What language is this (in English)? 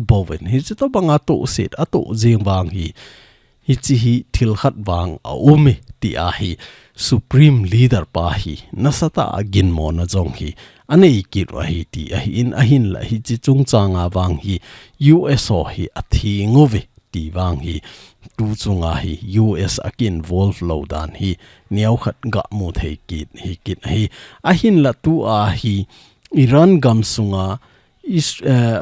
Thado Chin